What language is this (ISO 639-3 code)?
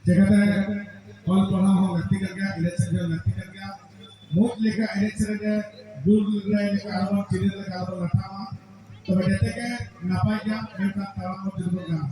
sat